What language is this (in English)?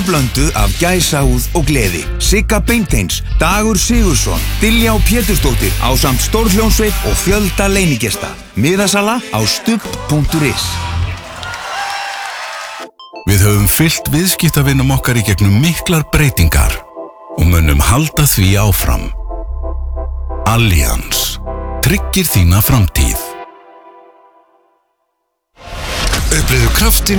Icelandic